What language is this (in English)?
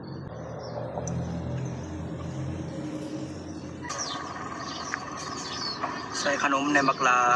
Lao